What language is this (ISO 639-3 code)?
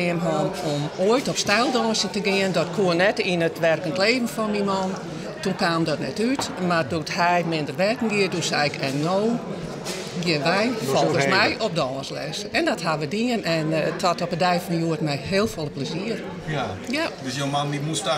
fry